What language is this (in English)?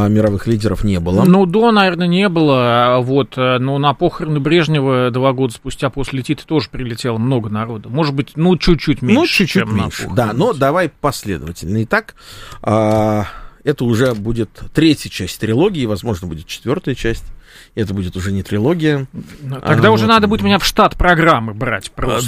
Russian